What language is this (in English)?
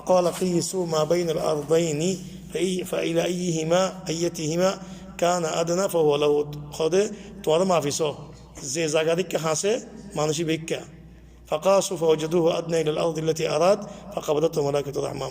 Rohingya